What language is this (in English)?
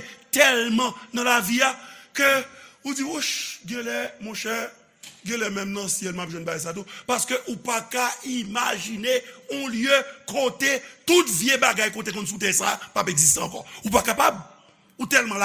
Haitian Creole